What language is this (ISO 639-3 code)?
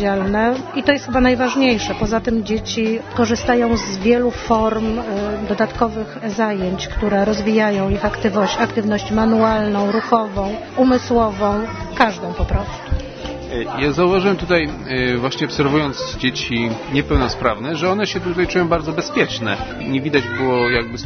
pol